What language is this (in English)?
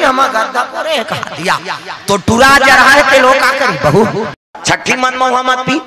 Chhattisgarhi